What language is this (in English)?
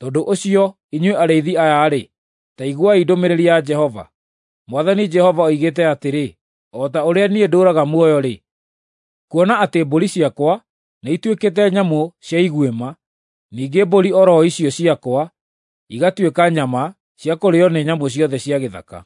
Kikuyu